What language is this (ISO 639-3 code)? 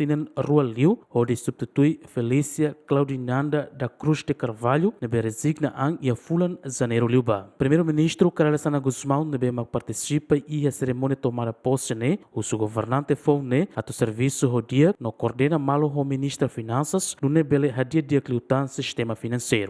tet